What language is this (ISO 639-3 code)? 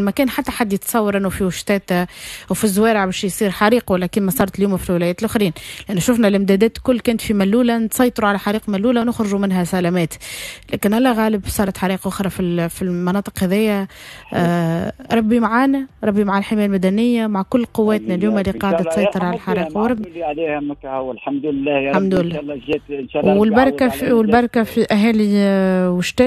aeb